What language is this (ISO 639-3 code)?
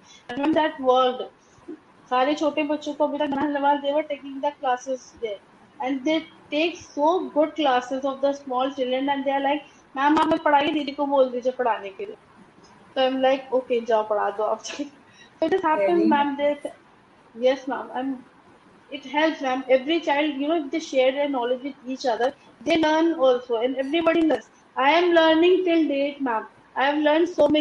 hin